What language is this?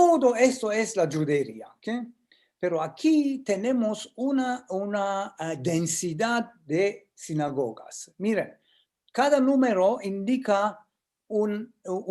Ladino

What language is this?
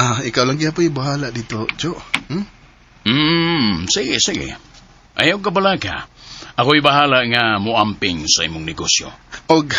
Cebuano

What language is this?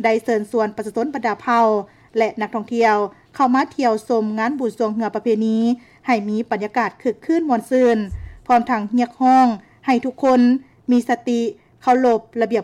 Lao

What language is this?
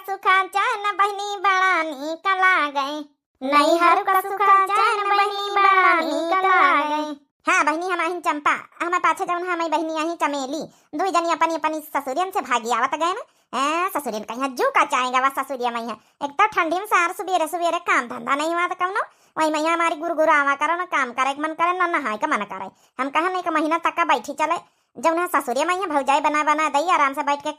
Awadhi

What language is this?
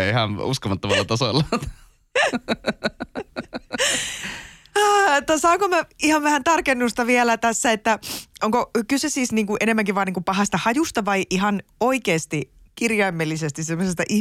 Finnish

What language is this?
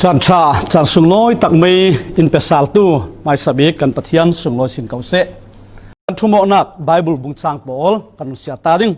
Falam Chin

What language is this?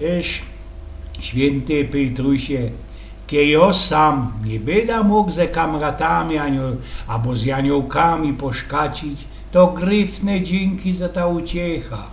Silesian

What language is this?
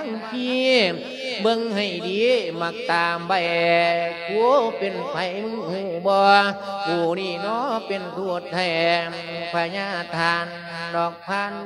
Lao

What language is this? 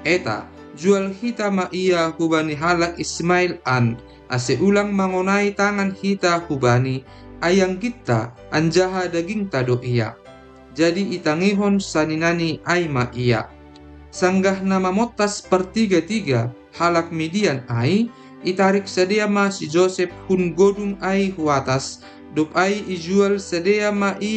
Batak Simalungun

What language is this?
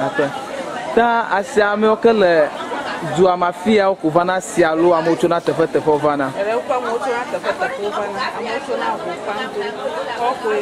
Ewe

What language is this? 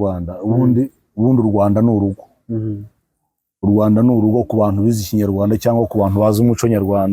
Kinyarwanda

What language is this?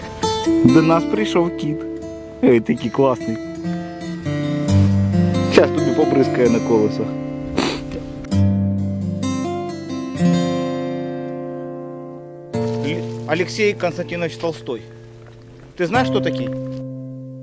Ukrainian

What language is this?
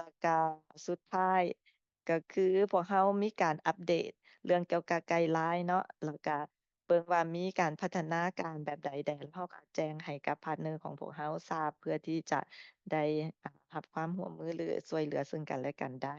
Lao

